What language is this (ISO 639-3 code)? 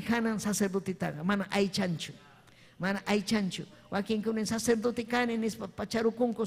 quy